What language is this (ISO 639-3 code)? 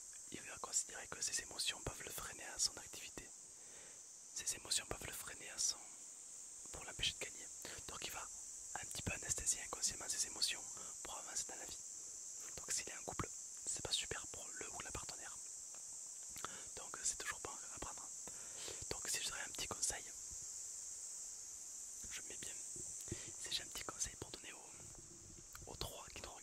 fra